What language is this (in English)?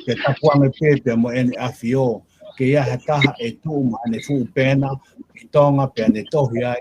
Tongan